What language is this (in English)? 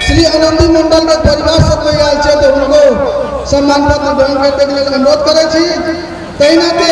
Maithili